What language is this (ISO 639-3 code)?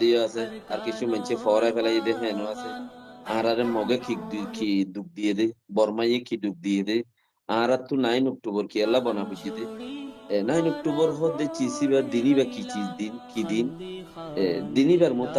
rhg